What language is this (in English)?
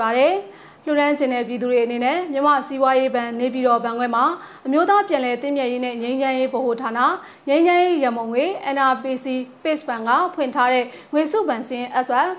Burmese